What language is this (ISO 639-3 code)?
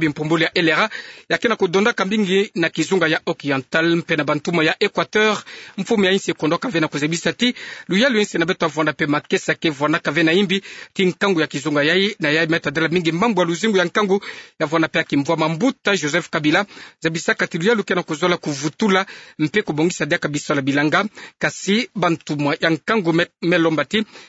ktu